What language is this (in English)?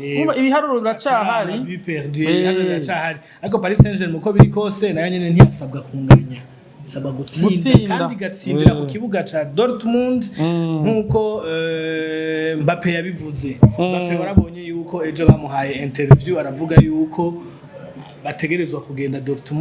Rundi